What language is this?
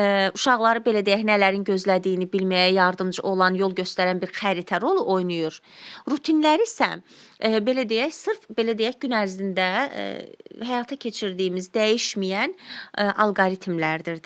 Azerbaijani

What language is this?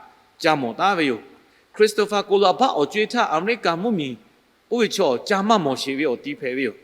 Lahu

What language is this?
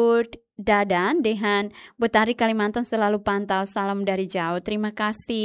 Tetum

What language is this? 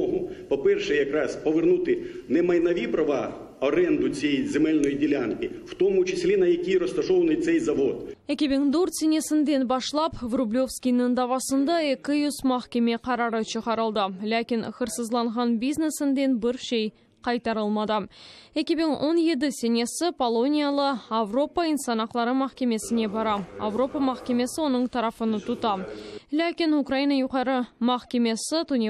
Crimean Tatar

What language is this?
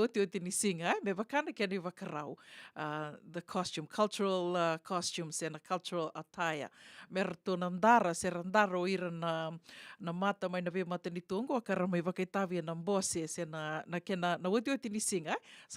Fijian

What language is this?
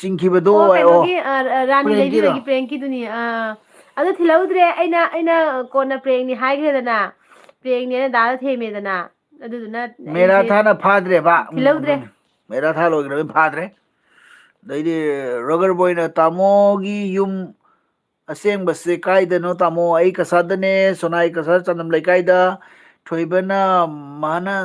Manipuri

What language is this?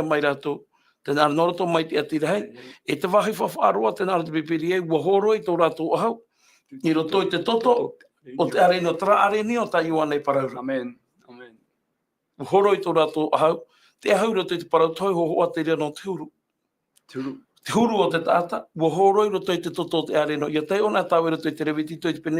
Tahitian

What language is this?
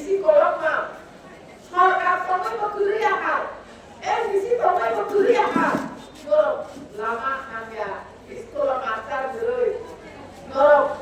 Kok Borok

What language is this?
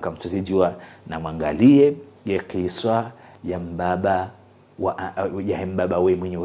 Ngazidja Comorian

